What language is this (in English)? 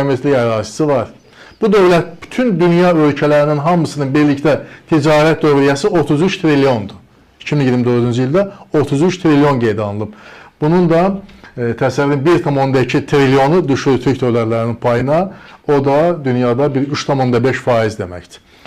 Azerbaijani